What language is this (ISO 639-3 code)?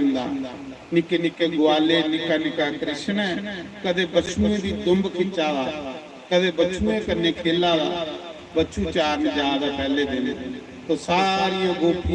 doi